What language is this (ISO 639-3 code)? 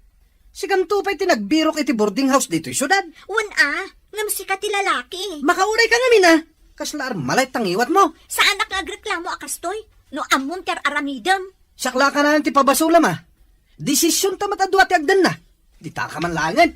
ilo